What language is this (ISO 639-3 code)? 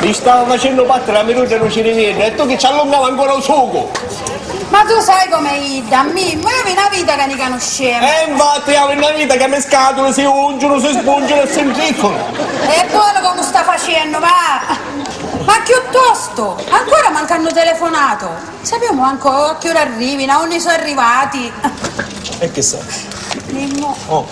scn